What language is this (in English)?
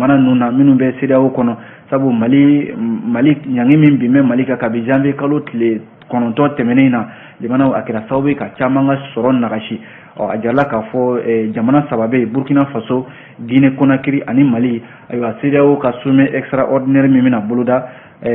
Bambara